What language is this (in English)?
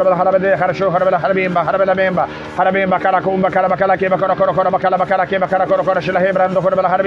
Russian